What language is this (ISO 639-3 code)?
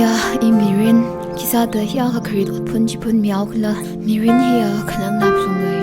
nmf